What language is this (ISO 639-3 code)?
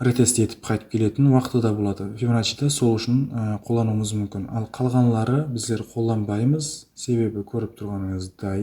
kaa